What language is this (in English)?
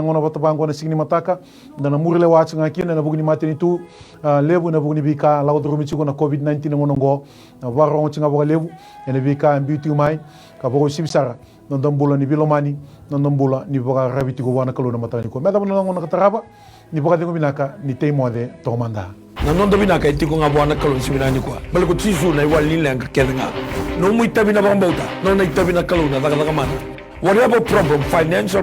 Fijian